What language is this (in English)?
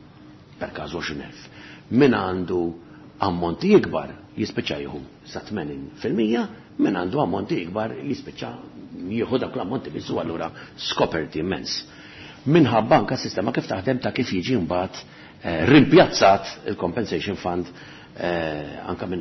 Maltese